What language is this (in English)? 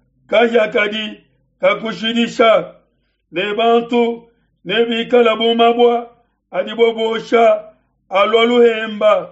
Luba-Lulua